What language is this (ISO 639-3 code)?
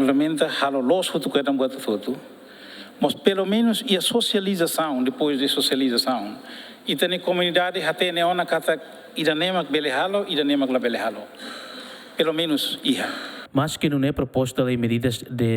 tet